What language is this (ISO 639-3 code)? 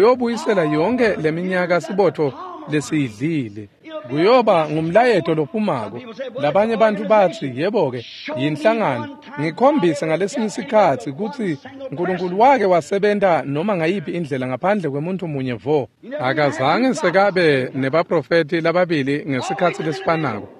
ssw